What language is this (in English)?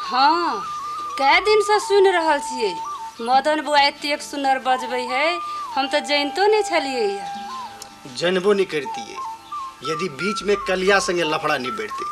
Maithili